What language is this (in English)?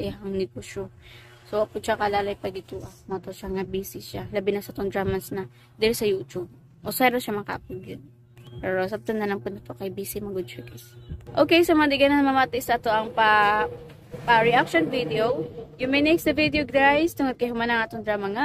Cebuano